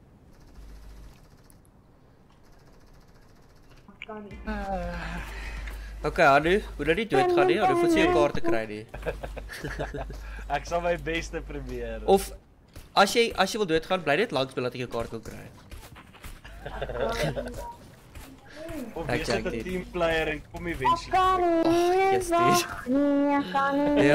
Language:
Afrikaans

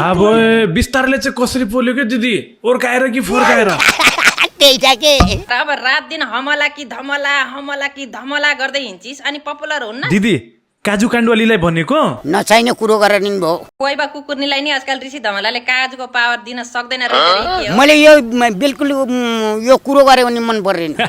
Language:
Nepali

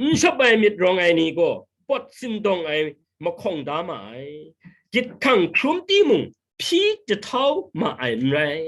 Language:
Kachin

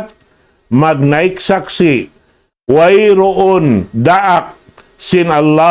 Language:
Tausug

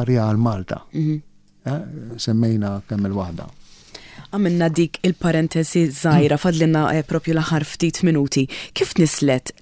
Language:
Maltese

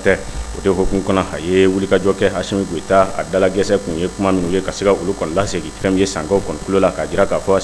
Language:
Bambara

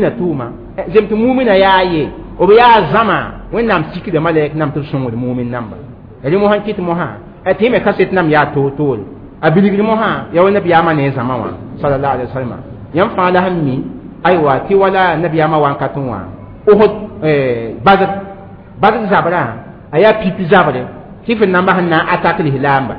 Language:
Mossi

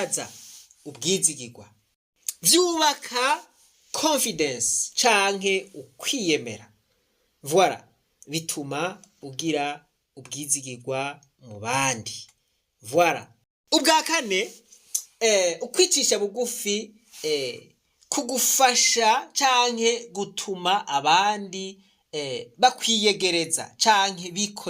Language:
Rundi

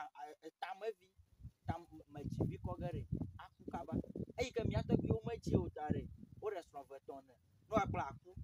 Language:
Ewe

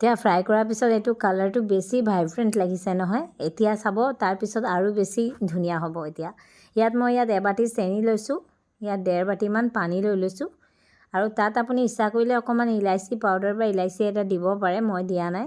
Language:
Assamese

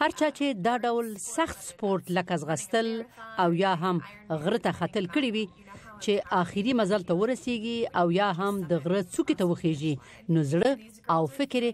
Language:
Pashto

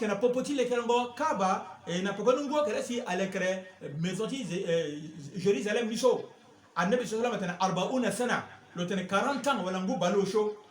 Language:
Sango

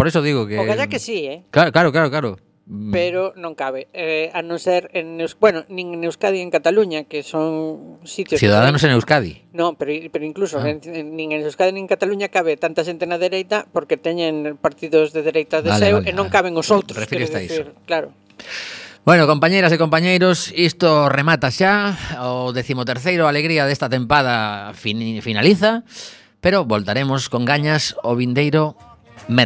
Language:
Galician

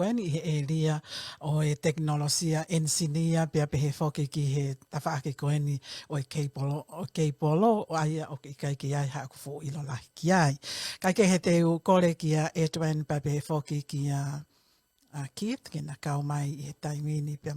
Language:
Tongan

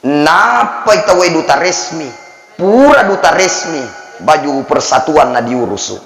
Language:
Buginese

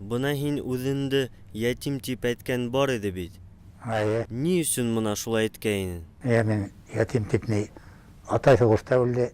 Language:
Bashkir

